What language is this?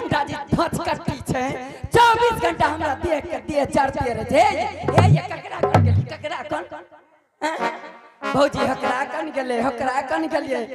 Angika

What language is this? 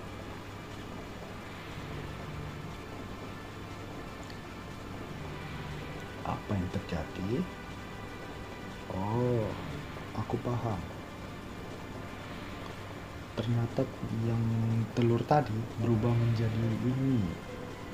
Indonesian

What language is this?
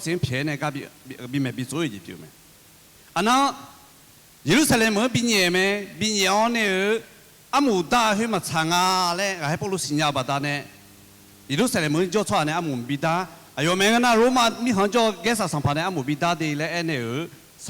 Akha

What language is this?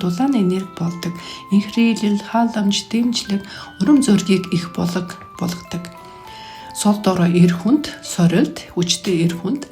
Mongolian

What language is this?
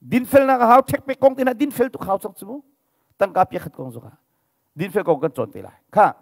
Hakha Chin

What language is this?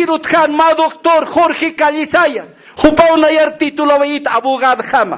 Aymara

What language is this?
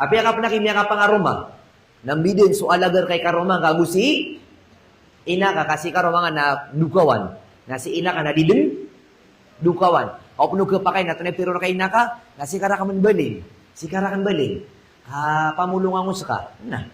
Maranao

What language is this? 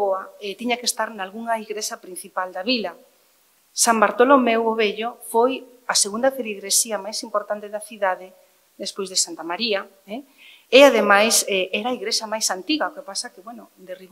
Galician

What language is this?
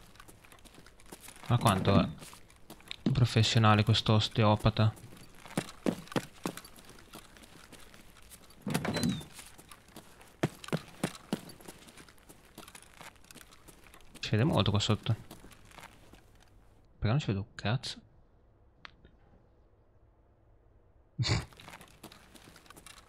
Italian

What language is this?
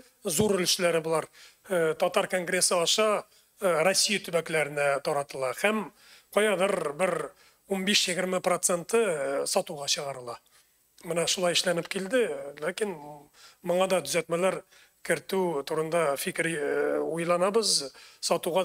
Tatar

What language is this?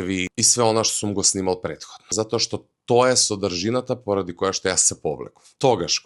Macedonian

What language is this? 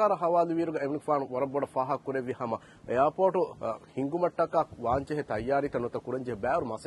Divehi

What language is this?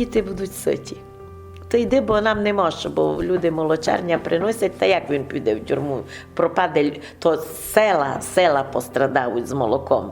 Rusyn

